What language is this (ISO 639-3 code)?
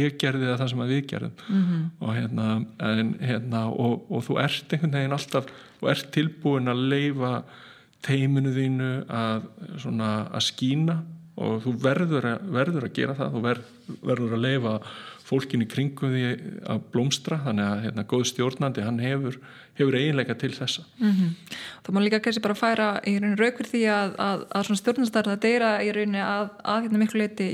isl